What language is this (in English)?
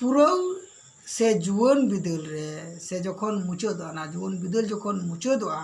Santali